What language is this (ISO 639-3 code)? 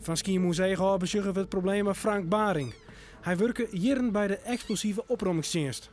fry